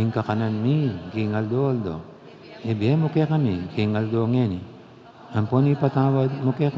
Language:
Pampanga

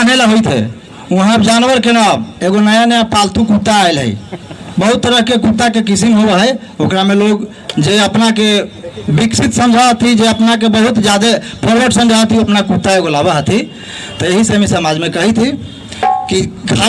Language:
Magahi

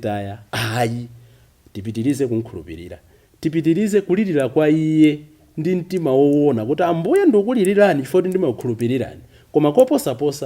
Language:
Nyanja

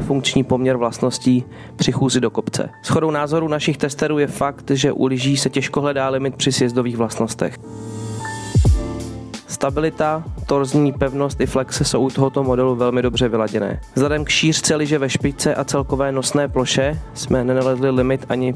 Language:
Czech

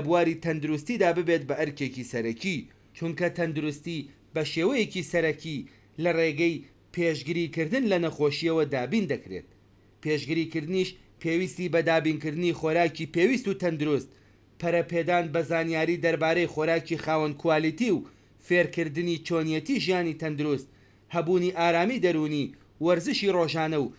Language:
Central Kurdish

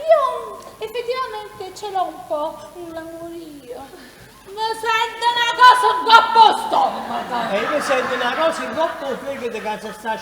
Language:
Neapolitan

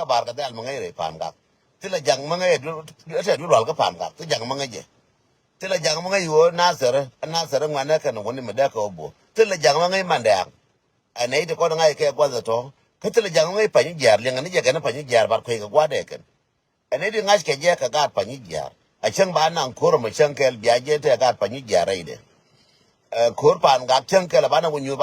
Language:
Nuer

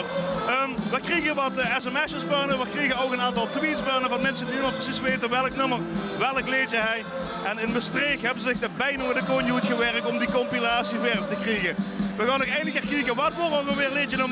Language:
Limburgish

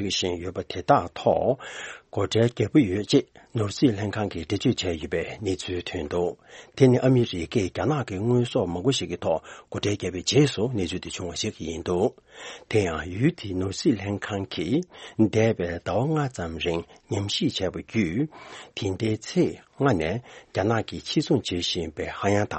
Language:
Tibetan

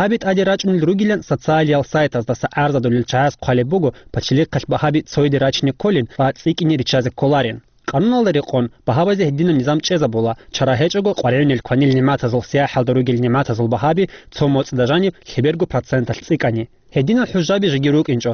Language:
Avaric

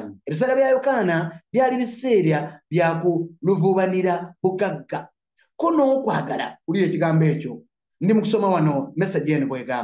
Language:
Ganda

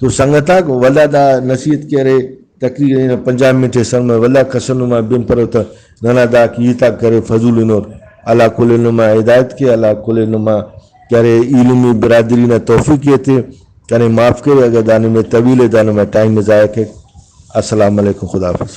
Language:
Brahui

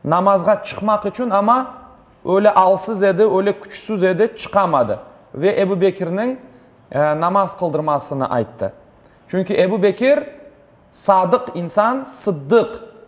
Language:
Crimean Tatar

